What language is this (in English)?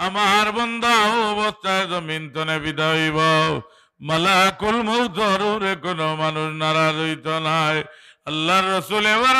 Sylheti